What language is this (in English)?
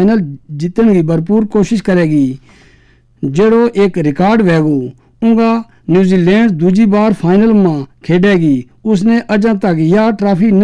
Gujari